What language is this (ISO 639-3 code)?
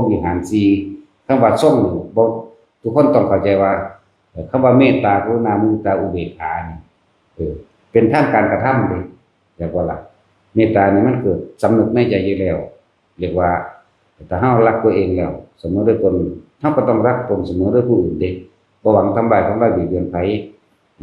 tts